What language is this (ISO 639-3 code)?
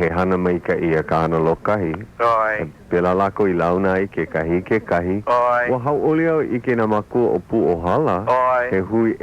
haw